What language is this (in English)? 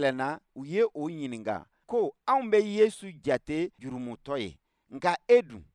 Bambara